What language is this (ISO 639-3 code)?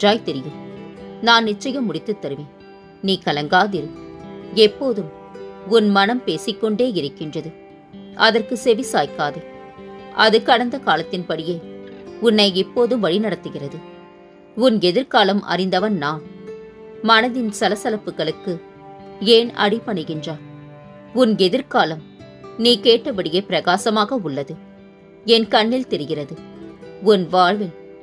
tam